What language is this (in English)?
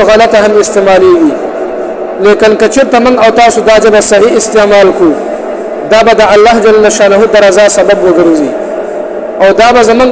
Pashto